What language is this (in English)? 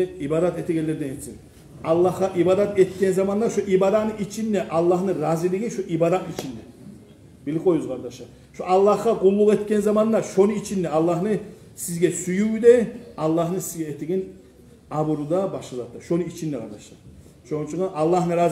Kumyk